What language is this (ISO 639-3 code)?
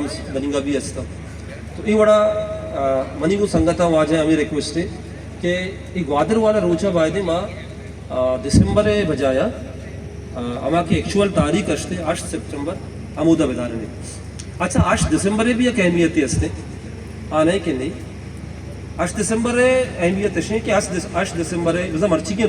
bal